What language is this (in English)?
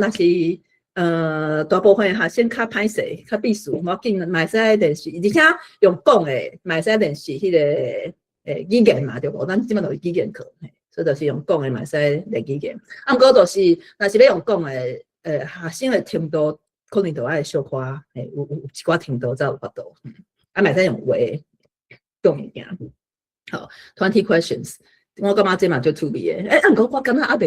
Min Nan Chinese